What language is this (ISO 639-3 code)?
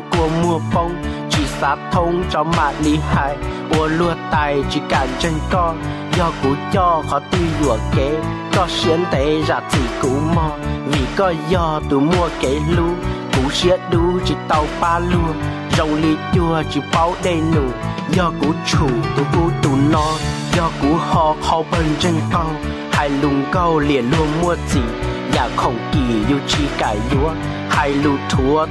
hmn